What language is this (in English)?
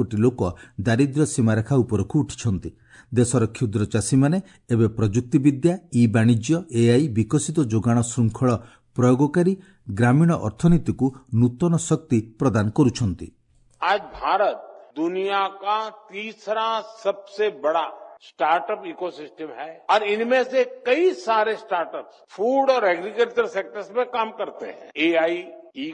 Odia